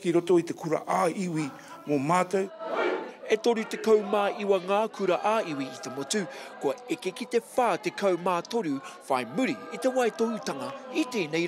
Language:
Māori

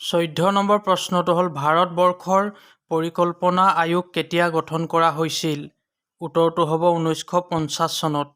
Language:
Assamese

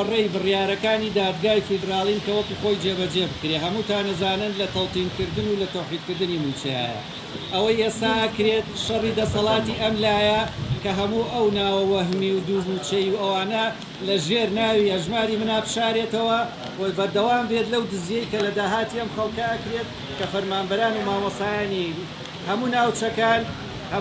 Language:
Central Kurdish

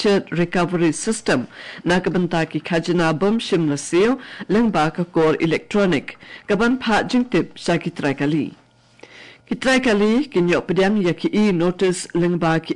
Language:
Khasi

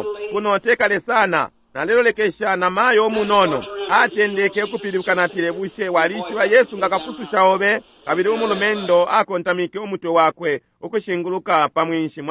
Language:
Bemba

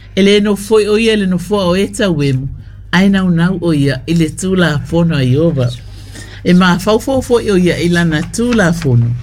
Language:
Samoan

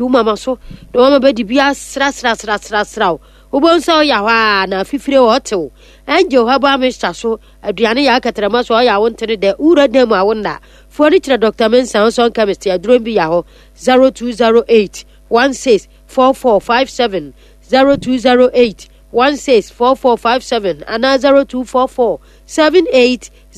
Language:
Akan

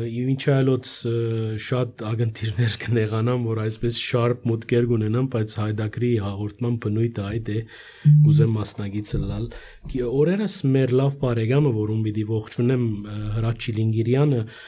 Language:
Armenian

